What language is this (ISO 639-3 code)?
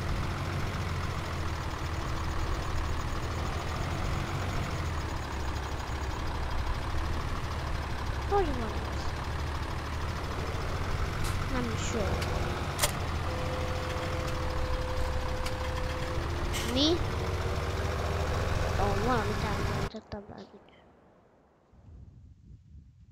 hun